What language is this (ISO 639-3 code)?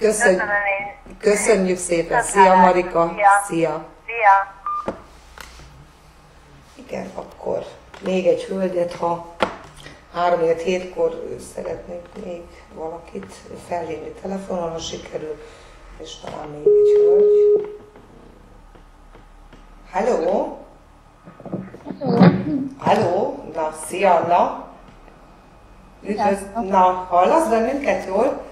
hun